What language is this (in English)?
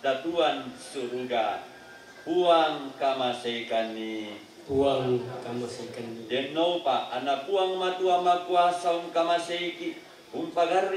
Toraja-Sa'dan